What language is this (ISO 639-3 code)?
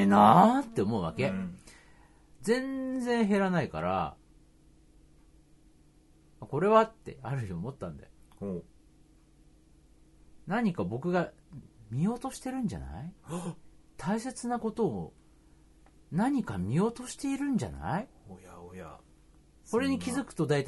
jpn